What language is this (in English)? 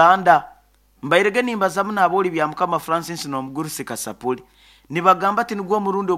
Nyoro